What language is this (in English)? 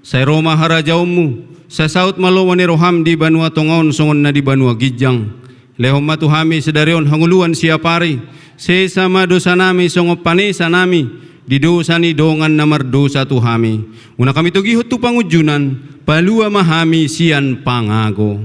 Batak Toba